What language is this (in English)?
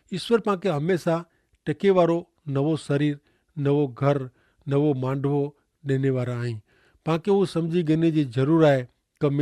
Kachhi